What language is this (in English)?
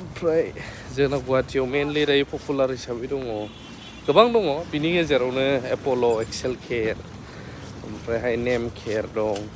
Bodo